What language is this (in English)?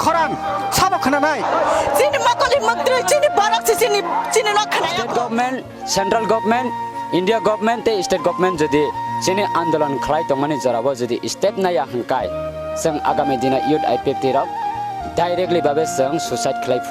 Kok Borok